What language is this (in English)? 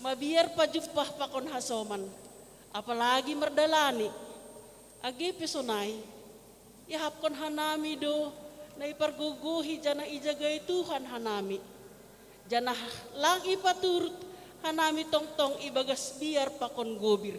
Batak Simalungun